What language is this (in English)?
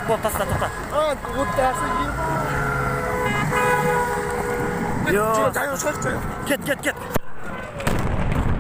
Kazakh